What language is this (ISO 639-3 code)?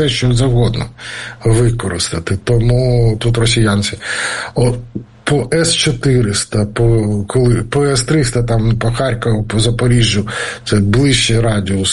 ukr